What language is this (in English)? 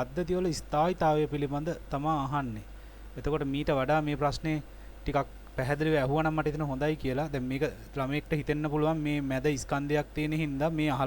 Sinhala